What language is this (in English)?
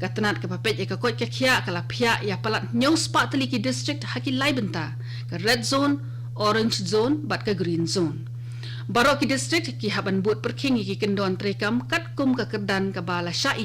Khasi